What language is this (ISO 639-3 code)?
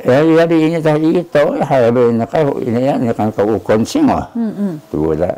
trv